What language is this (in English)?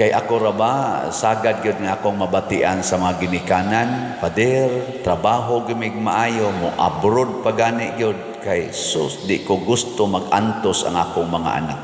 Cebuano